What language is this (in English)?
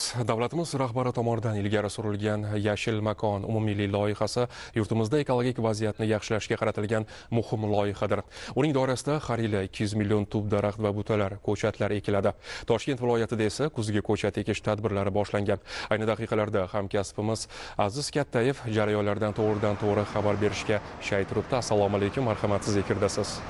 Uzbek